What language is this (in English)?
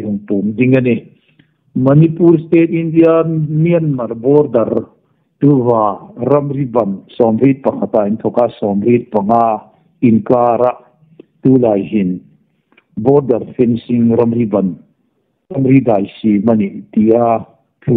Hmar